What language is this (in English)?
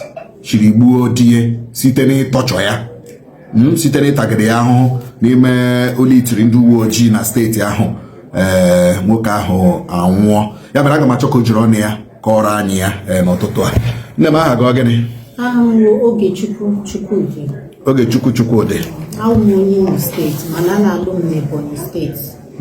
Igbo